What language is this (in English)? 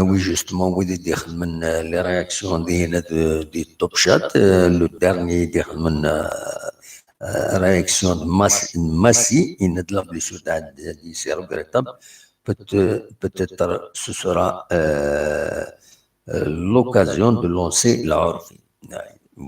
Kabyle